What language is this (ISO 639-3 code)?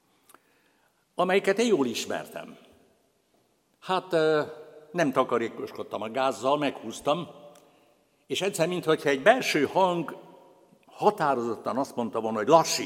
hun